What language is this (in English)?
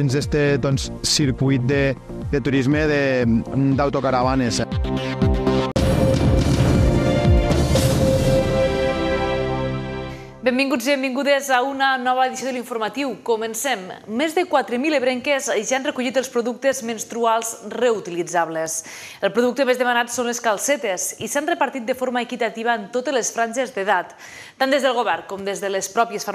Catalan